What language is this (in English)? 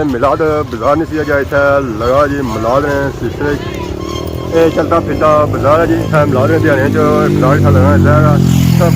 Pahari-Potwari